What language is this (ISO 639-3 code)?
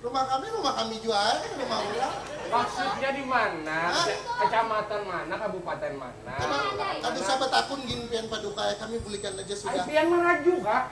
bjn